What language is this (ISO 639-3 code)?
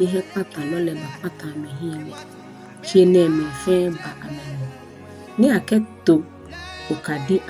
gaa